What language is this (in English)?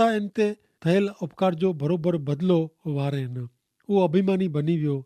Kachhi